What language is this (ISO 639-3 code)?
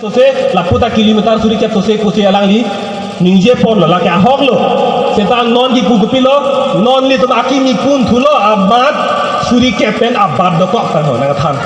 mjw